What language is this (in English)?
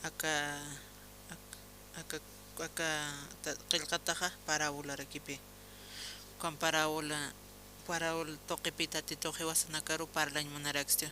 Aymara